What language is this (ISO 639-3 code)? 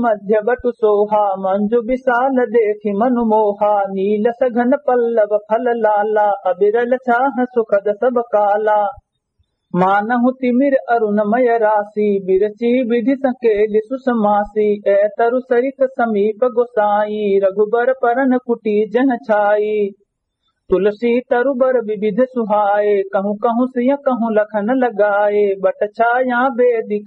awa